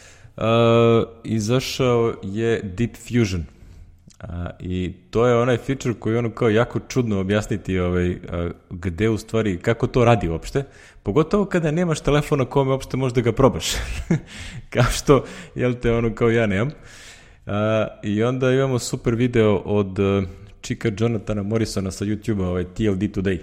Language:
Serbian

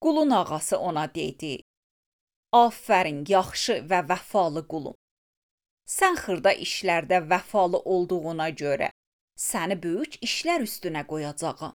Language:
Azerbaijani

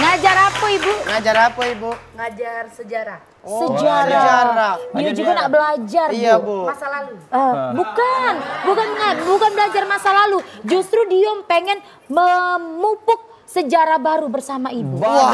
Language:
Musi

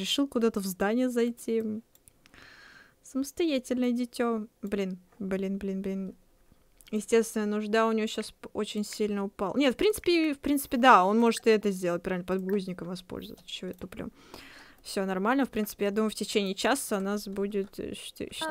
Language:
Russian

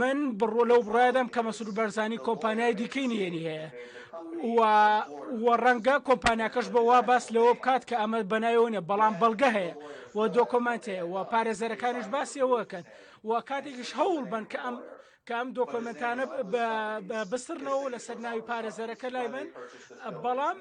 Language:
Central Kurdish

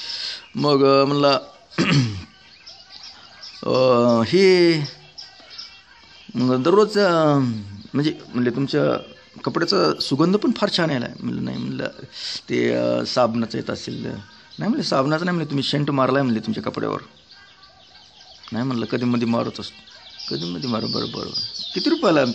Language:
Marathi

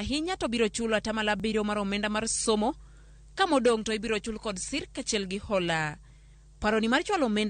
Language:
Luo (Kenya and Tanzania)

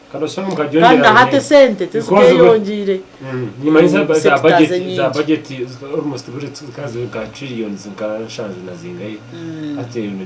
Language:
Nyankole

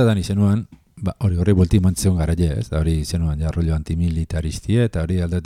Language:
Basque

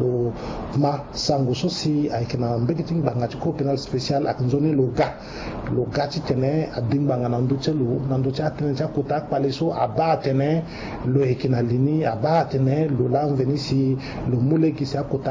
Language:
Sango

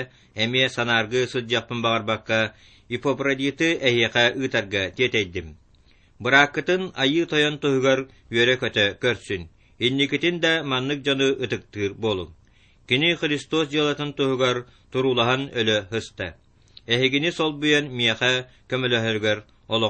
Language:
Yakut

